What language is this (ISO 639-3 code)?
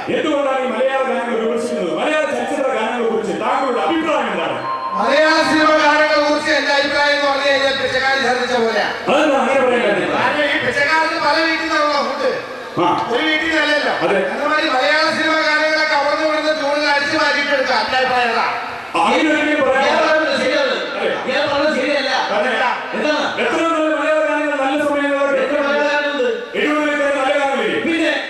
mal